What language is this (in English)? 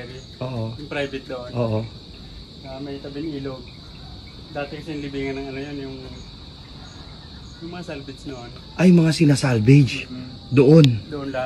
Filipino